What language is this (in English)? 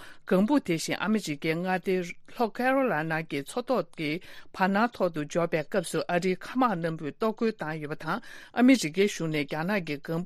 Tibetan